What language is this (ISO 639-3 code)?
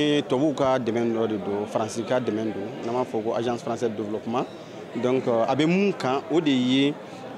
bam